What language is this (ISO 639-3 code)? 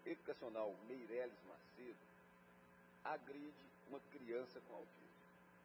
por